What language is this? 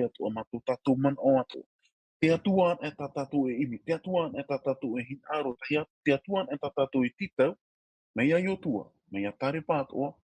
Tahitian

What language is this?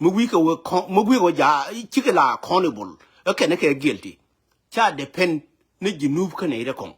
Nuer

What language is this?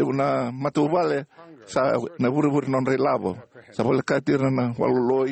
Fijian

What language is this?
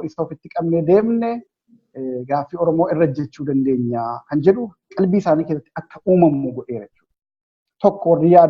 Oromo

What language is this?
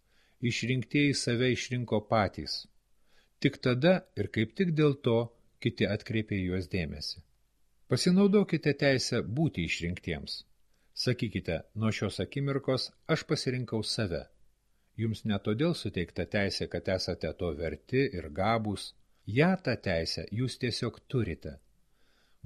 Lithuanian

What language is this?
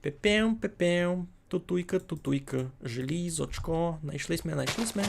Rusyn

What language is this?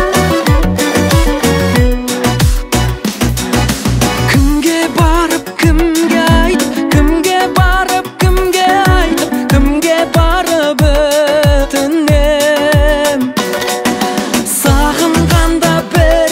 Kazakh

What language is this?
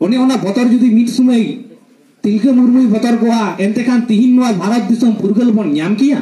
Santali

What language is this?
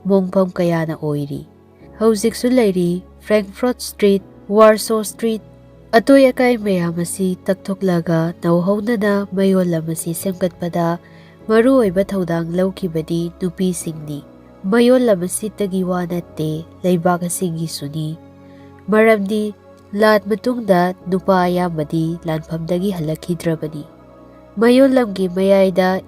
Manipuri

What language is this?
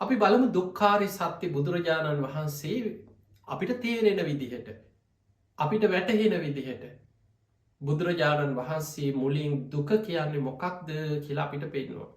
Sinhala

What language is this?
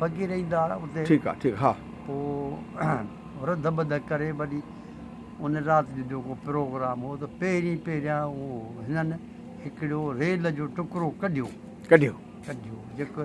Sindhi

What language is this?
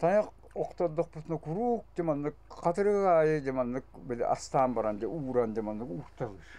Yakut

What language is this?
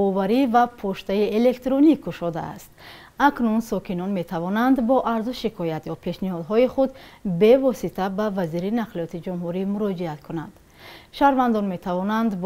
Tajik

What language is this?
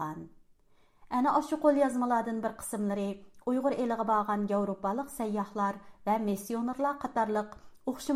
Uyghur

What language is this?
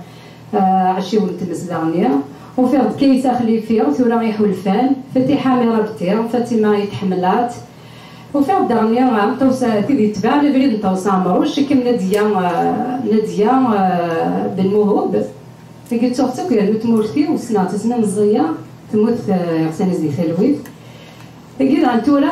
Kabyle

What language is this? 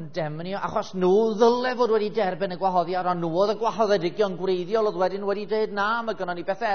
Welsh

